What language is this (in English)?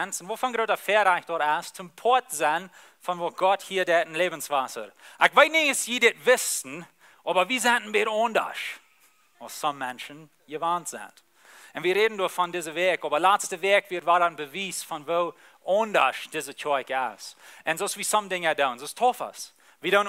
Plautdietsch